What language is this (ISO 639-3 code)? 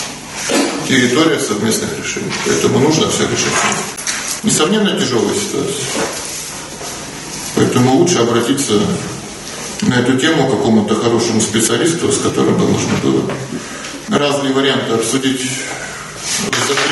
rus